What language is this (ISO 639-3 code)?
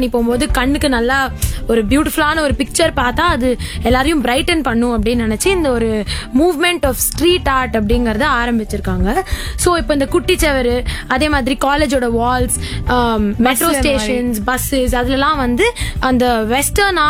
tam